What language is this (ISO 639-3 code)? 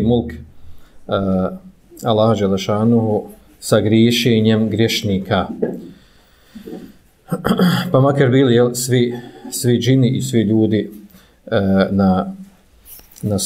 bos